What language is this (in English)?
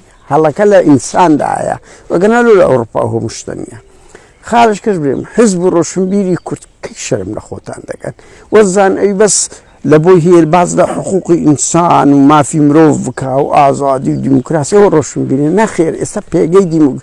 Central Kurdish